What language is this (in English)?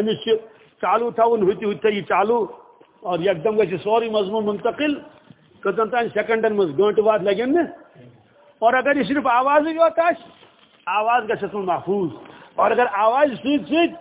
Kashmiri